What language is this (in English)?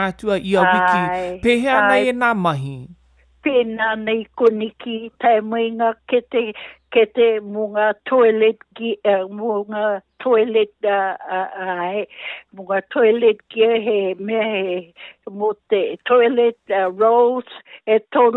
Māori